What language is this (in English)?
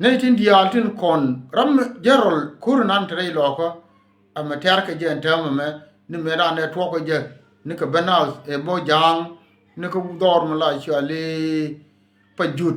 Nuer